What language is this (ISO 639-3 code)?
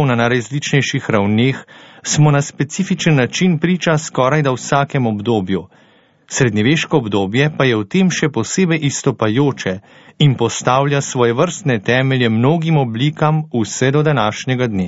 slv